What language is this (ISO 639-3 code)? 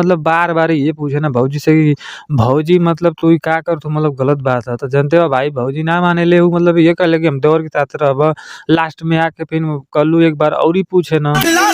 bho